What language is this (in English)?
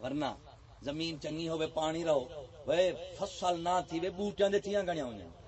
Saraiki